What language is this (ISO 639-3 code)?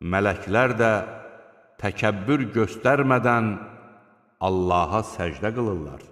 aze